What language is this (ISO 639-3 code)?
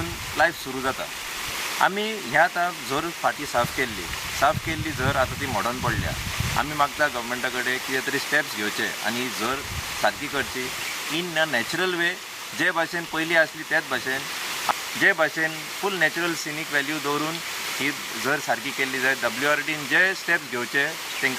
kok